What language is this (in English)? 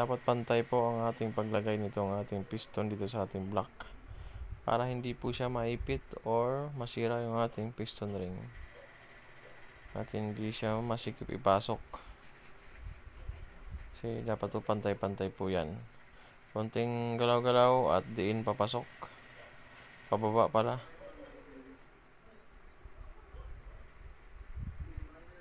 Filipino